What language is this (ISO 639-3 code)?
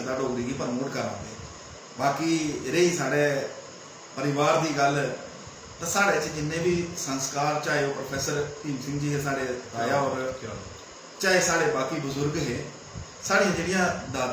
doi